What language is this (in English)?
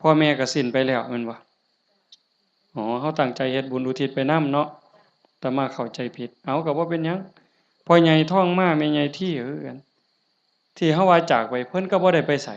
Northeastern Thai